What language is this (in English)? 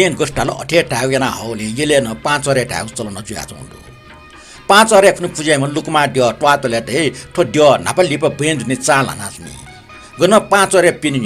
Newari